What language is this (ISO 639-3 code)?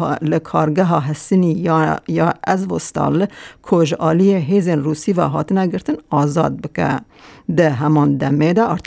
kur